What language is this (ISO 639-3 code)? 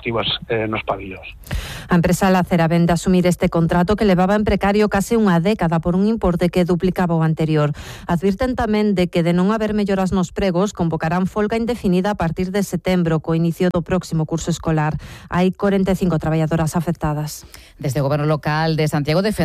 glg